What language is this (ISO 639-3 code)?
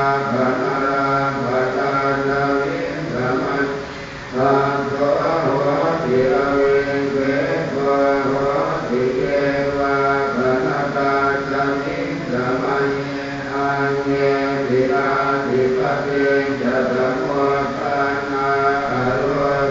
pli